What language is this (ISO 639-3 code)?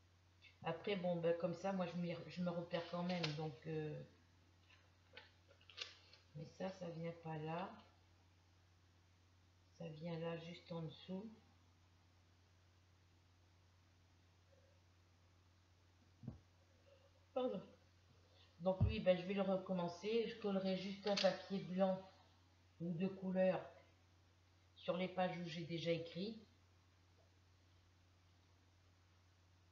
fra